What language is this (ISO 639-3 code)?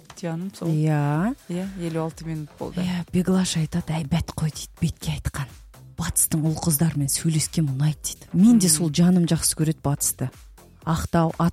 kaz